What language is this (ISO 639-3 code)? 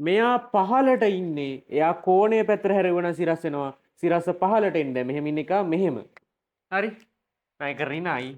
sin